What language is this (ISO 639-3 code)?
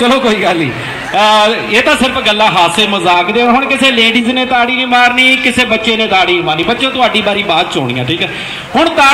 pan